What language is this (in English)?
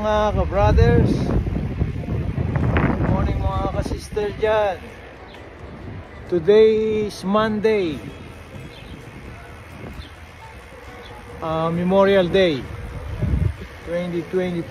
Filipino